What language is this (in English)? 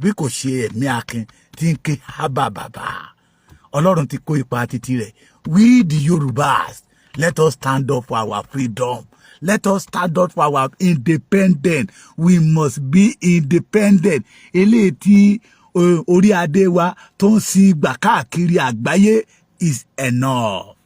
Yoruba